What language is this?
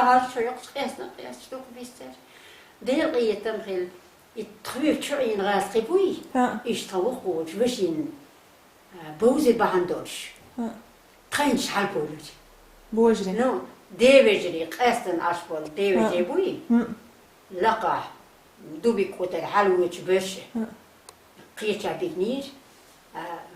Chechen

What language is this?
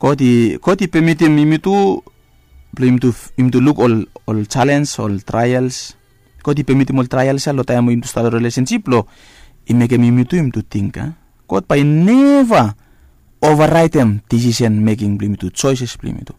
Bislama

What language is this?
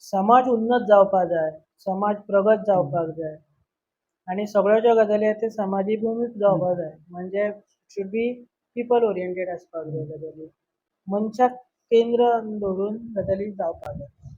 Konkani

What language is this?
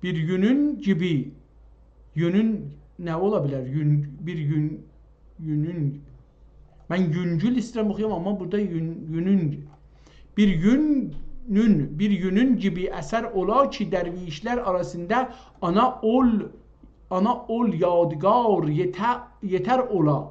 South Azerbaijani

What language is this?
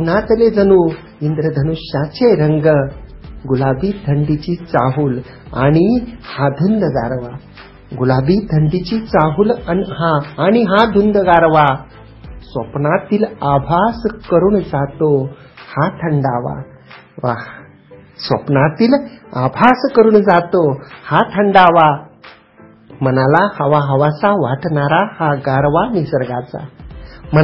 Marathi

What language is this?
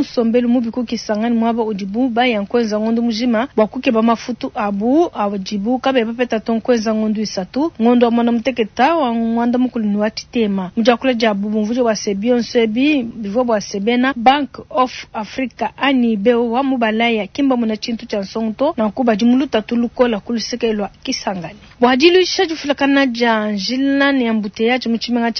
Luba-Lulua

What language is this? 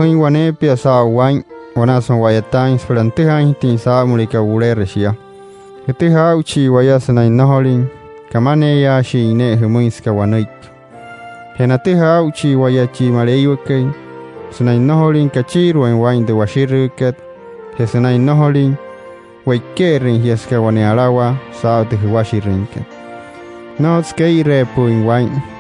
Wayuu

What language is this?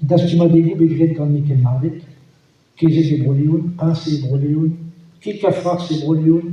Breton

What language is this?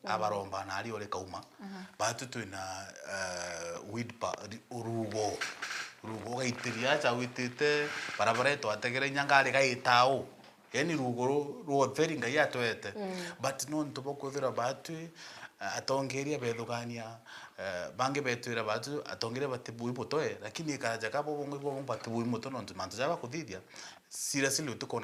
Meru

